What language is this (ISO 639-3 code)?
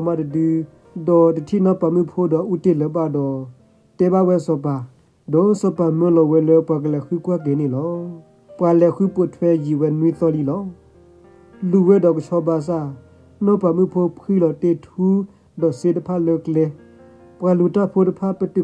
ksw